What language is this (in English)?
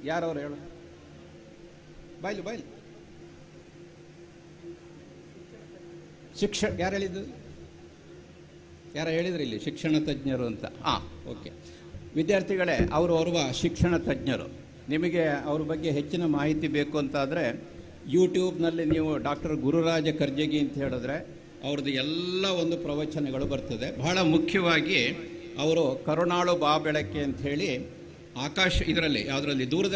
Kannada